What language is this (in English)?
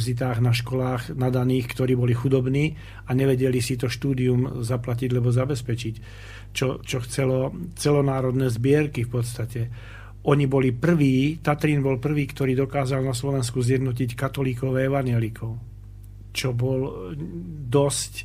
Slovak